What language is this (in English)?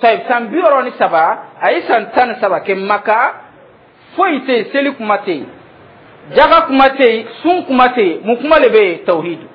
Dyula